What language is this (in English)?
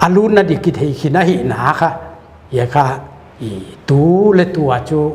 Paite Chin